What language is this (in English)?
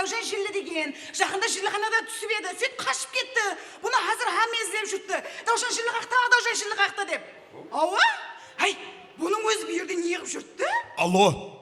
Kara-Kalpak